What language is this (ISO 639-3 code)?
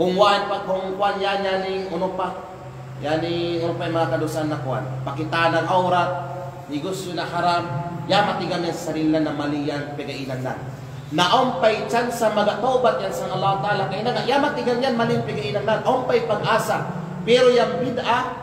kqe